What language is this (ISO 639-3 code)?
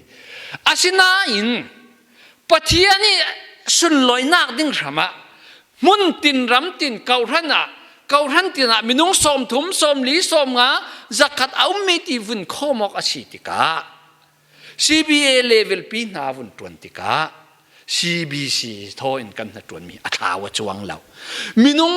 cfm